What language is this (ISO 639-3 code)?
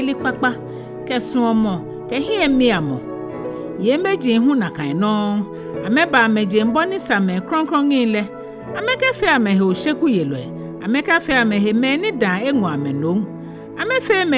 gaa